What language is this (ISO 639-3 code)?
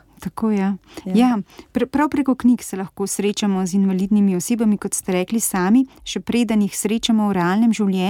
slv